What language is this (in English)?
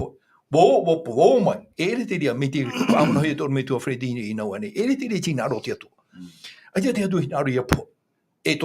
Tahitian